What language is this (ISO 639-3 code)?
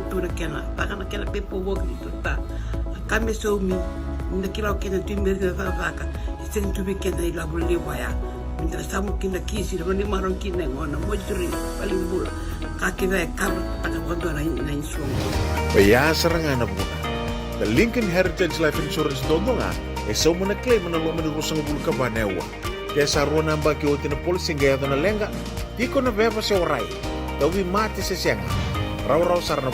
fij